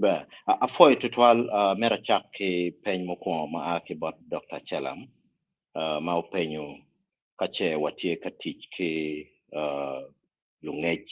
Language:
Acoli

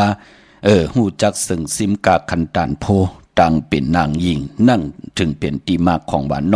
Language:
Shan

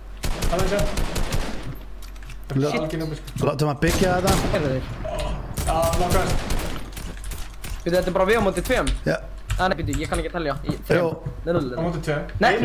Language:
Icelandic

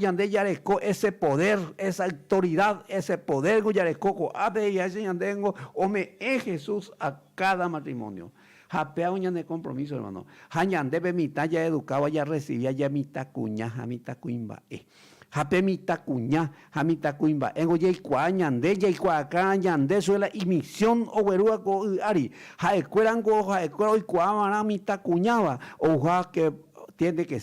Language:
Guarani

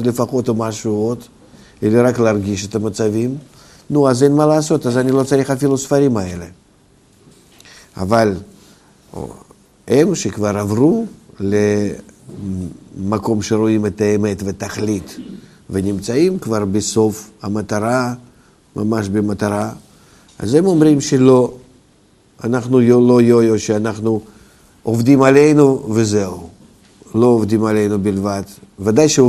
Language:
Hebrew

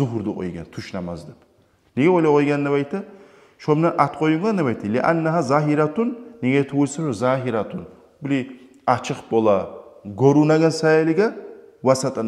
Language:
Kumyk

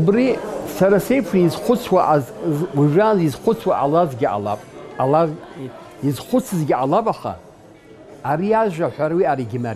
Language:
Abkhazian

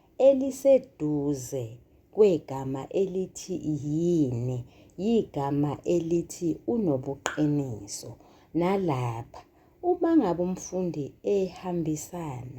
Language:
Zulu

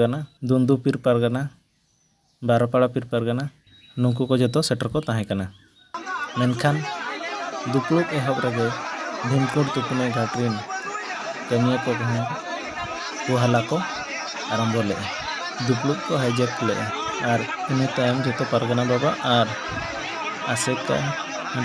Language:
Santali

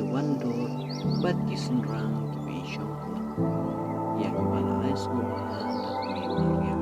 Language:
Khasi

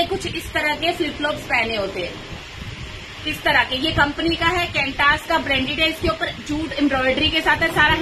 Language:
Hindi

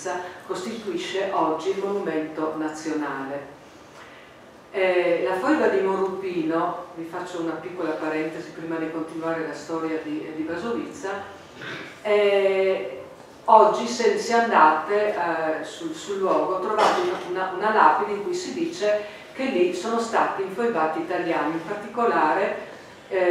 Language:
Italian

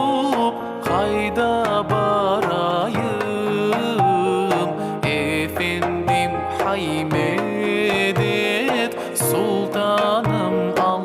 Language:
Crimean Tatar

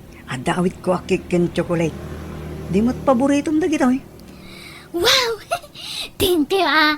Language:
Iloko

